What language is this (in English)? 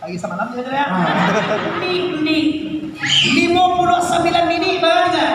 Minangkabau